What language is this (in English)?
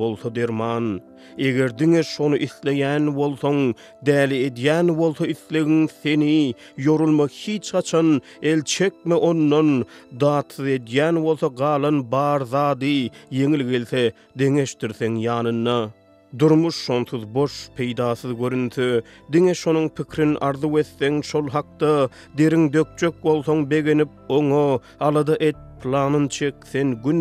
Turkmen